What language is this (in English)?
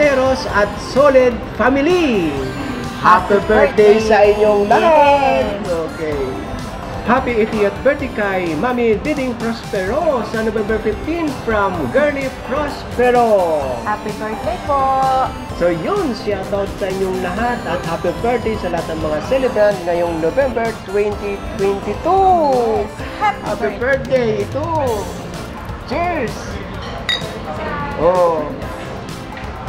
Filipino